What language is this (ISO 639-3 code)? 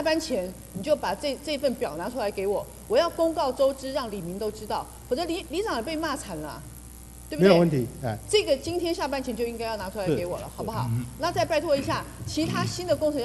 zho